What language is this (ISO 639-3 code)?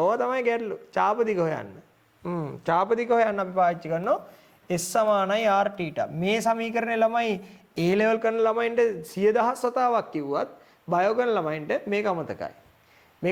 sin